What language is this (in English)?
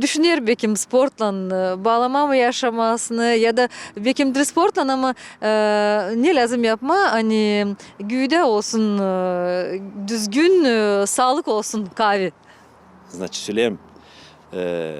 Gagauz